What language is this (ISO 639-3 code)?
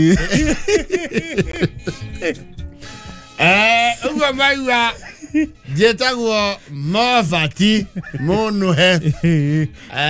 kik